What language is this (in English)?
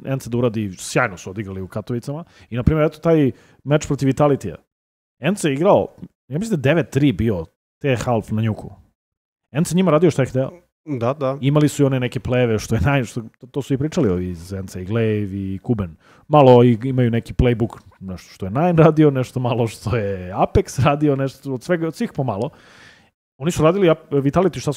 Serbian